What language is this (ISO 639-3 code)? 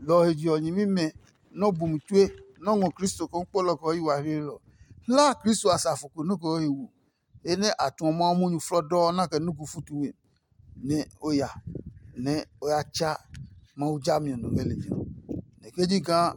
ada